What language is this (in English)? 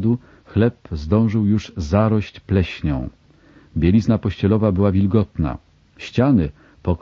Polish